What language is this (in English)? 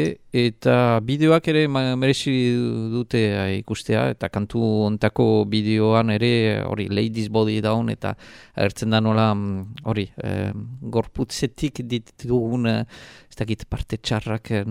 Basque